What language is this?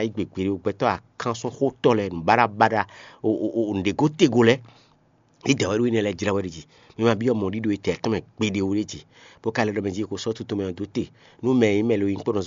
Fon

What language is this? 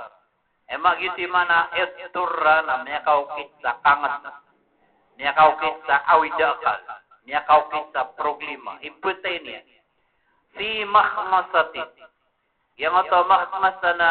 Maranao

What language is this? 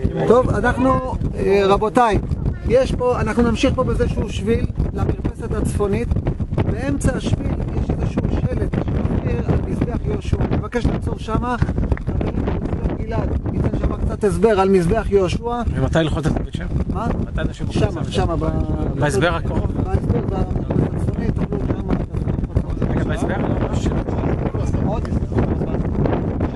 Hebrew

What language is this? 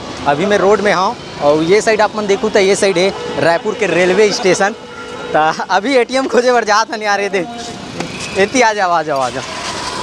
Chhattisgarhi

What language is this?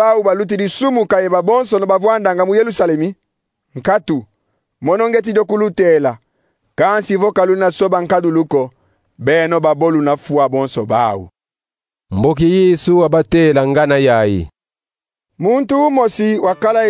Kongo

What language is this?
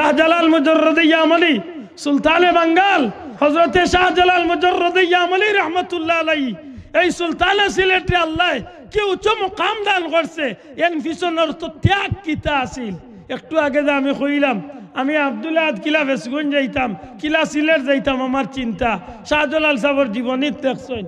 Sylheti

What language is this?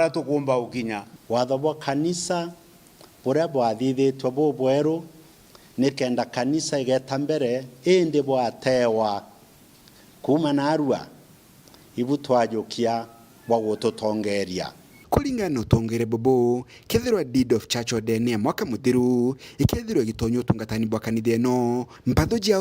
Meru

